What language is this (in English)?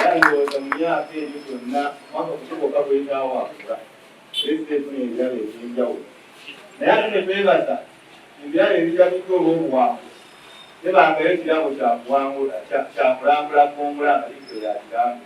Ganda